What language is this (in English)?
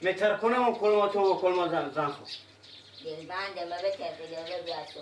Persian